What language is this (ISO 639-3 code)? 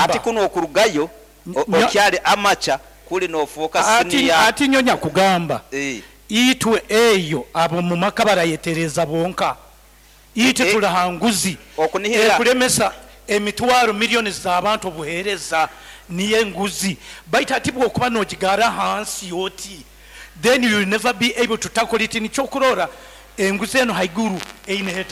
nyo